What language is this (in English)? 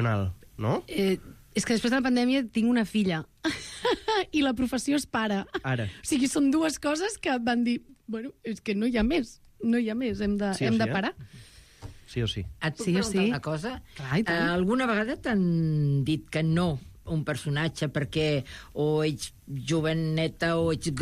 Catalan